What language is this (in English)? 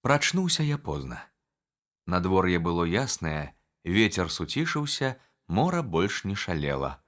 Belarusian